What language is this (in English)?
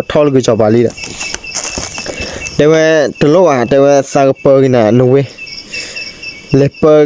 S'gaw Karen